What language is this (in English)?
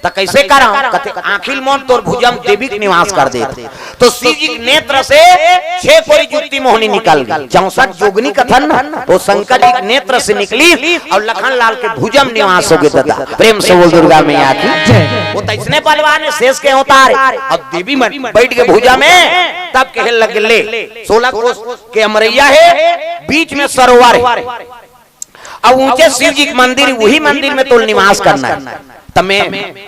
Chhattisgarhi